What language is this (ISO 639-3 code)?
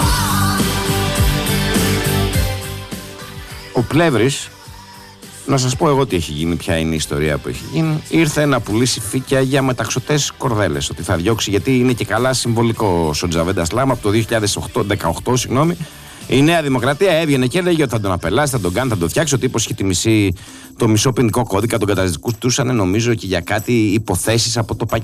ell